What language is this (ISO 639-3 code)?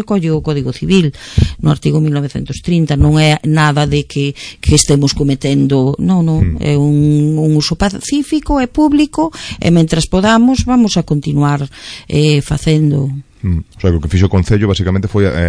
glg